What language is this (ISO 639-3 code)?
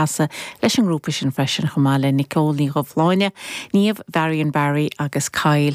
gle